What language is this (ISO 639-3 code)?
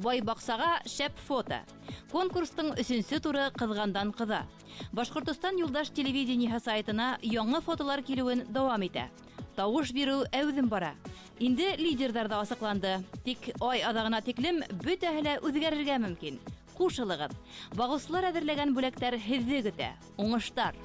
bak